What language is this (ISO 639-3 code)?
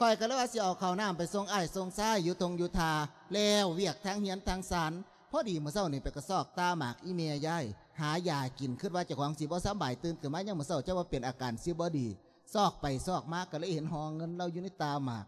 lao